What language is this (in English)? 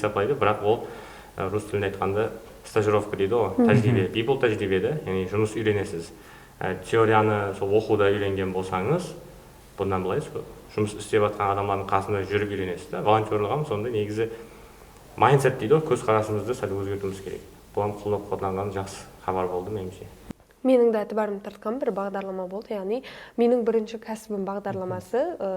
Kara-Kalpak